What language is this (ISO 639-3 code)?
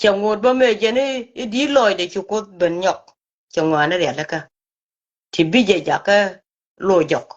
nus